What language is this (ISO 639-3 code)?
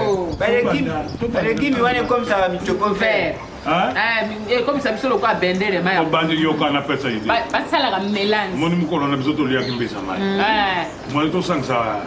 lin